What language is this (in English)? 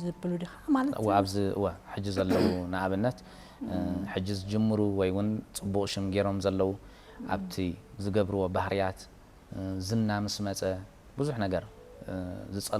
Tigrinya